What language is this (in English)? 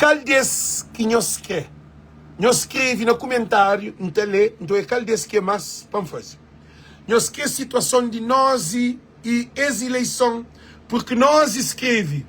Kabuverdianu